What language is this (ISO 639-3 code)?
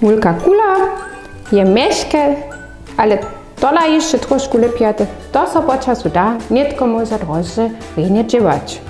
hsb